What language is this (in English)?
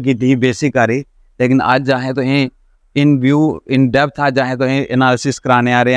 Dogri